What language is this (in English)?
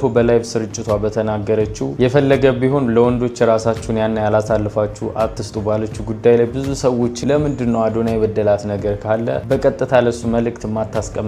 Amharic